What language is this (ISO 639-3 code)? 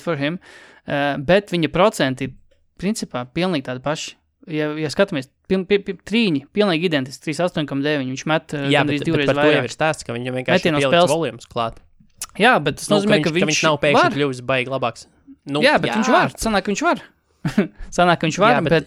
lav